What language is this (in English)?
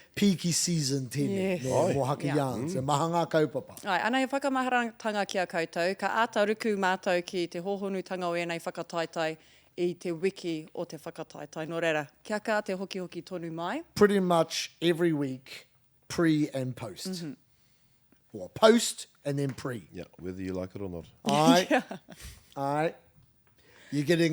Māori